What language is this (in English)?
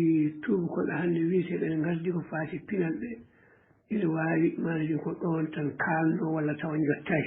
Fula